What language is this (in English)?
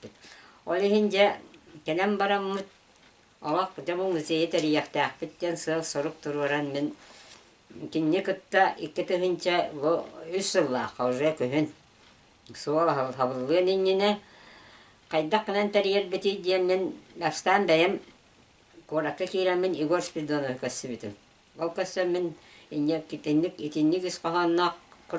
Yakut